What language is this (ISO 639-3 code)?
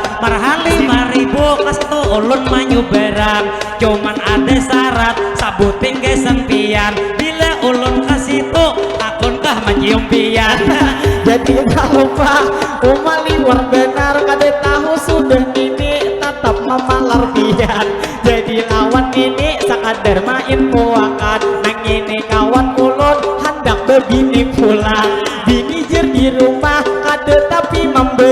bjn